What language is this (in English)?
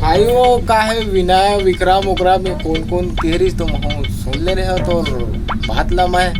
Chhattisgarhi